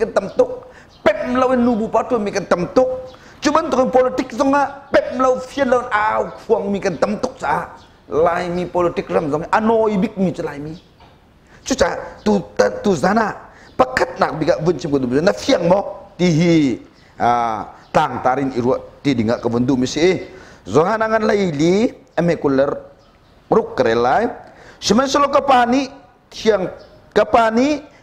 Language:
Hakha Chin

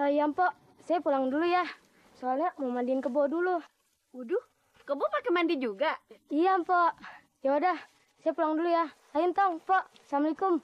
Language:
Betawi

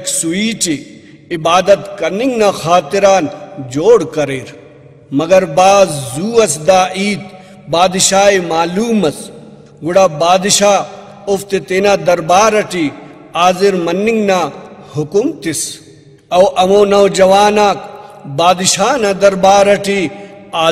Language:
Brahui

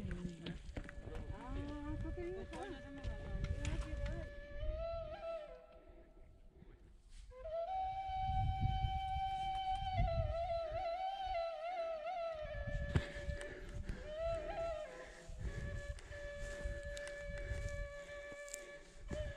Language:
Greek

